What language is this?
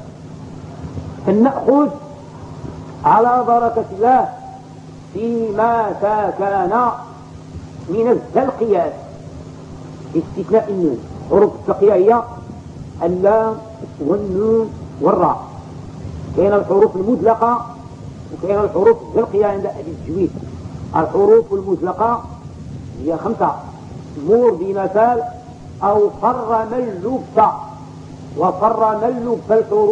Arabic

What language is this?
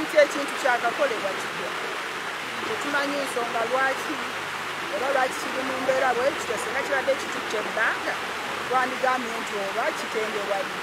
Ganda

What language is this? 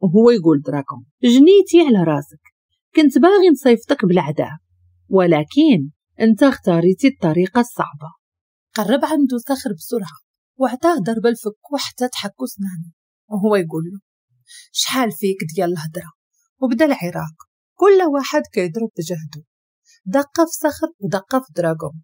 Moroccan Arabic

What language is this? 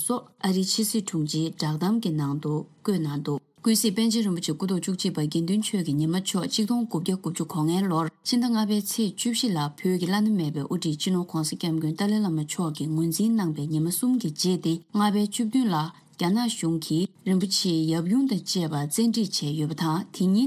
Tibetan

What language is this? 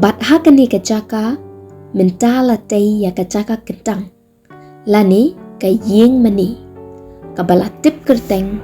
Khasi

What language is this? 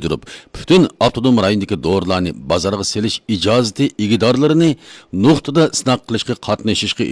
Uyghur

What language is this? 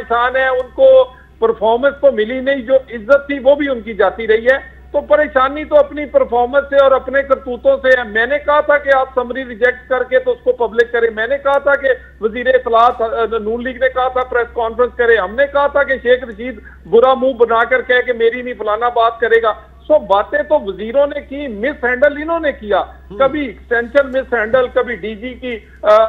Urdu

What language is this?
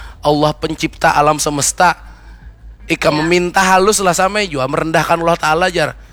Banjar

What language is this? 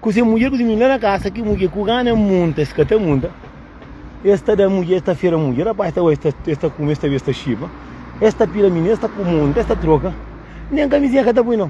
Kabuverdianu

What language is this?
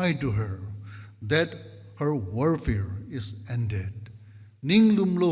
Tangkhul Naga (India)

